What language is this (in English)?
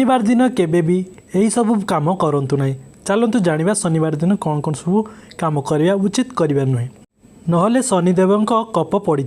Odia